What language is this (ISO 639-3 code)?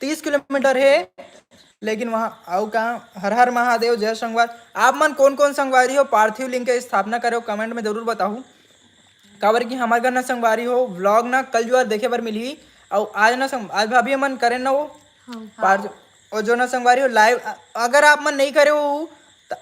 hne